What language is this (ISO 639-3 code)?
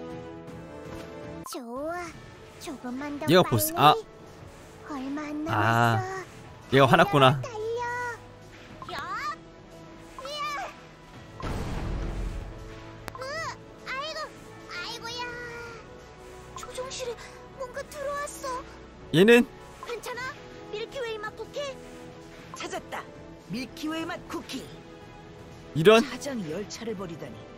kor